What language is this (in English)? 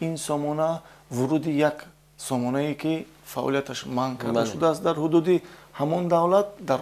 Tajik